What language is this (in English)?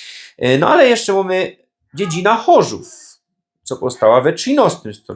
Silesian